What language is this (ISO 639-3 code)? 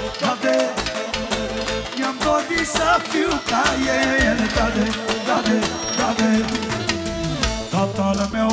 ron